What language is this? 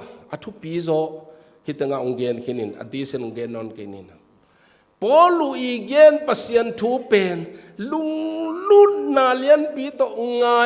Tedim Chin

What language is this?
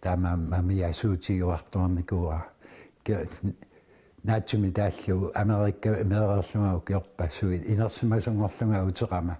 Kalaallisut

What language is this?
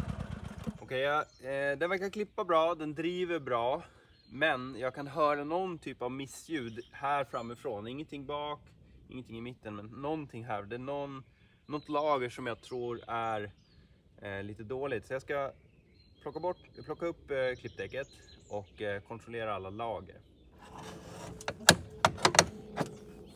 Swedish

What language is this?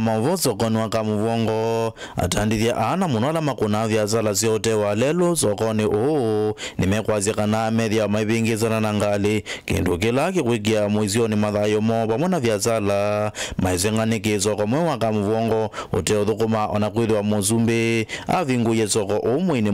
Kamba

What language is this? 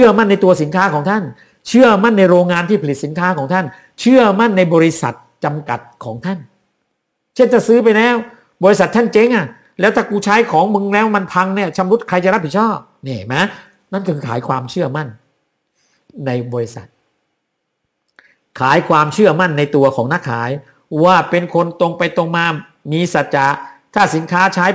Thai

